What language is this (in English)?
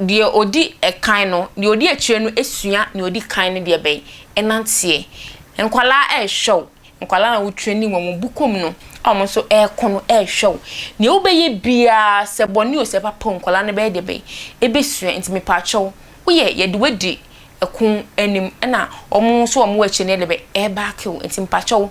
Akan